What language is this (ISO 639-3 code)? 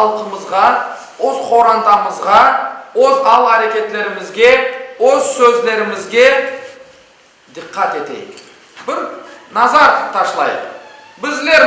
crh